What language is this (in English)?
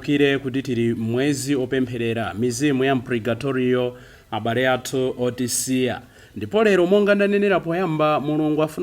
Nyanja